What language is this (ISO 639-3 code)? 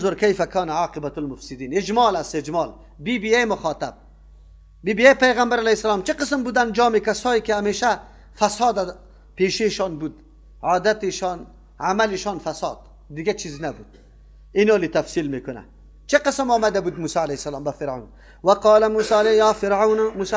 fas